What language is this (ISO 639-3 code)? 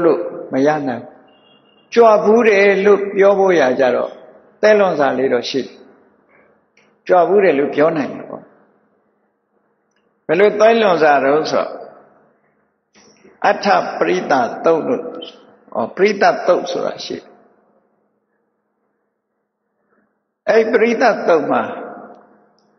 mya